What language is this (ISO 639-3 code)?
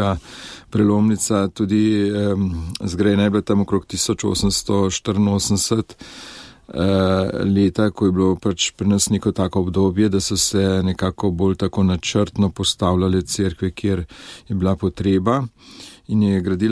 slv